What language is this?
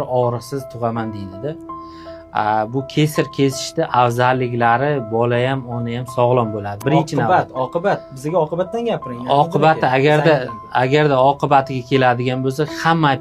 Uzbek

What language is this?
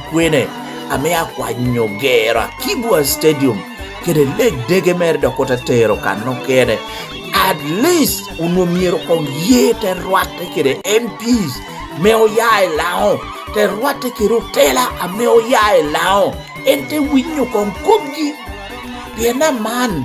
Lango (Uganda)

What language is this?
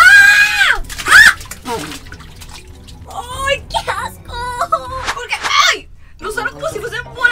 Spanish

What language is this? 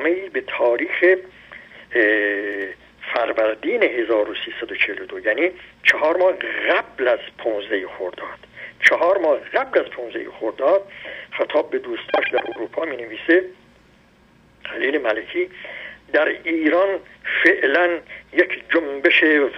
Persian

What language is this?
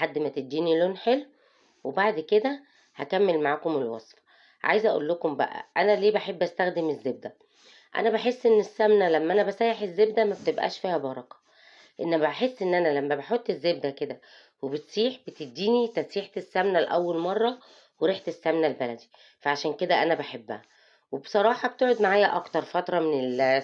Egyptian Arabic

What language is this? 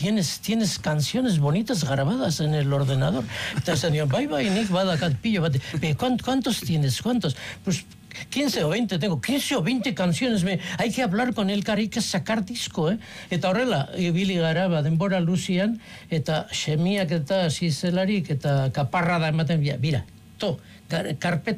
Basque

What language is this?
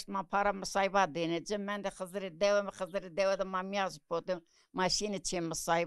Zaza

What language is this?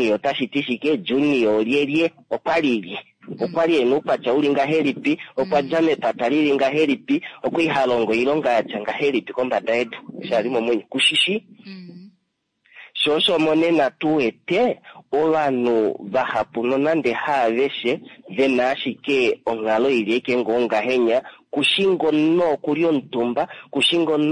Kuanyama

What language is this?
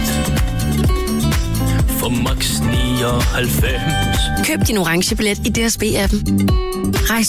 Danish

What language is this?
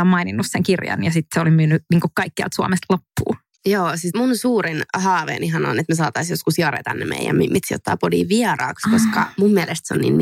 Finnish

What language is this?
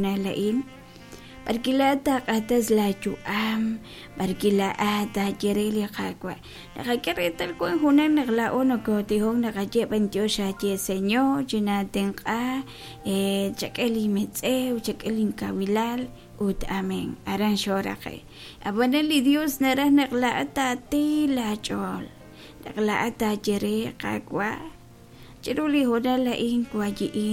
Kekchí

